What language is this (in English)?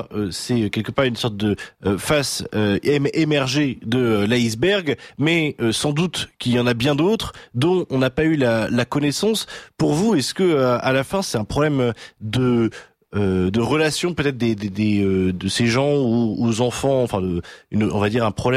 French